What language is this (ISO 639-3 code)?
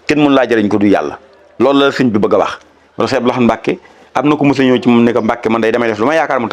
wol